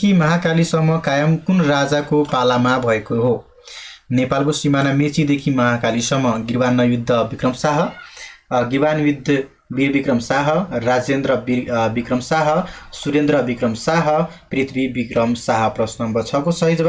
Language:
Nepali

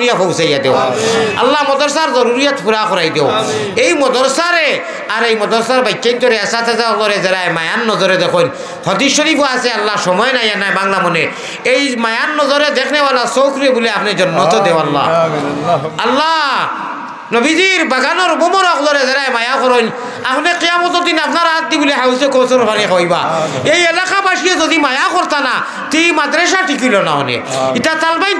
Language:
Sylheti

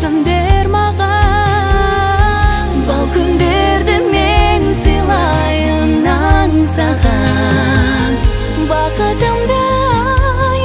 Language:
Kazakh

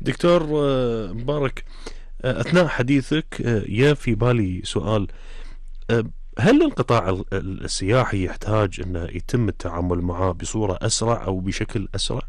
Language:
Gulf Arabic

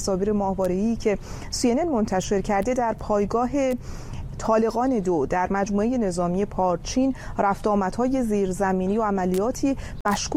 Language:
Persian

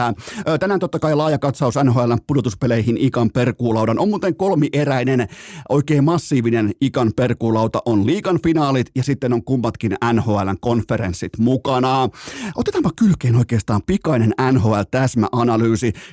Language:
Finnish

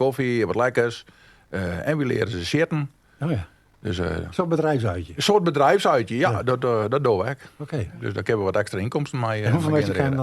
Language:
Western Frisian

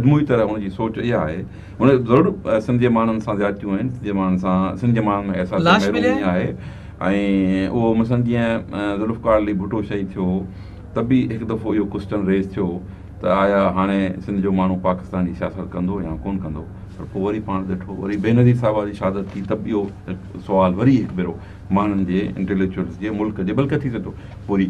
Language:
Sindhi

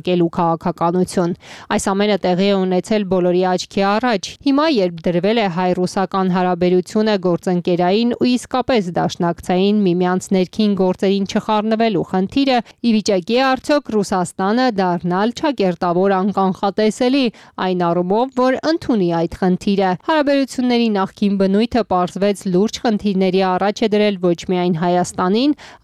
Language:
Armenian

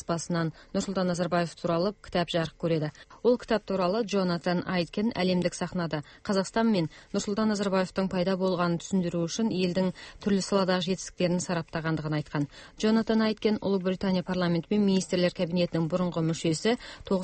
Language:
Kazakh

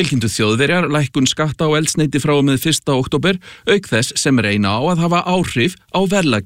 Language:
Icelandic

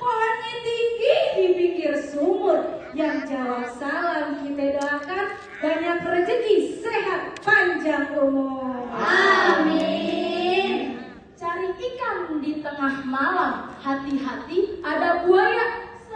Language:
Betawi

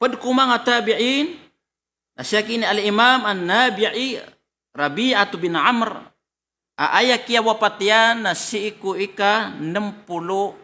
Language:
Maranao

